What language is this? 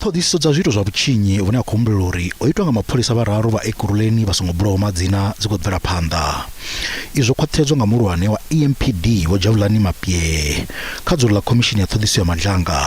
Venda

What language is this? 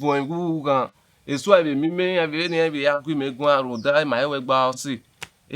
Bini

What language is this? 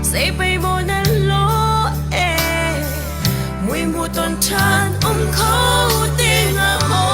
Hakha Chin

